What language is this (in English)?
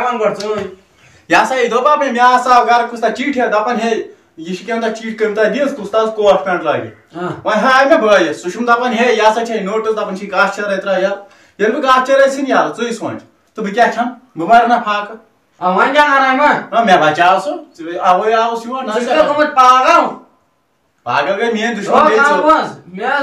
Kashmiri